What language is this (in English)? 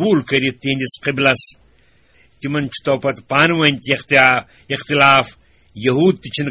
Kashmiri